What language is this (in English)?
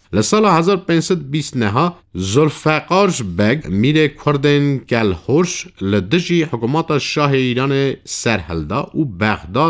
Kurdish